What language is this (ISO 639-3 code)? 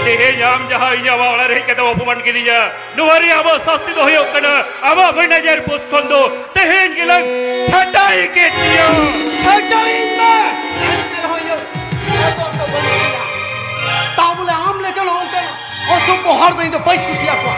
sat